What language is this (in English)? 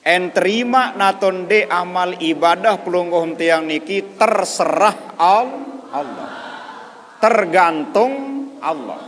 Sasak